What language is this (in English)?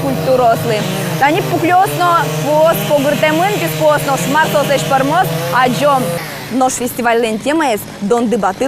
Udmurt